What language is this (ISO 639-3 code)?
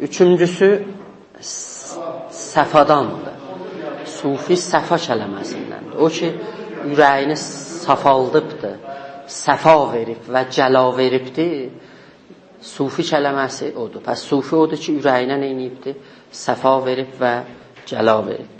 azb